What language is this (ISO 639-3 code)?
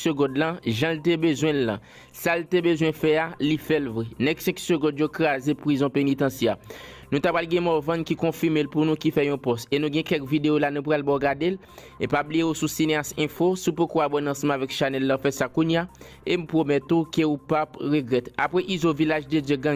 hat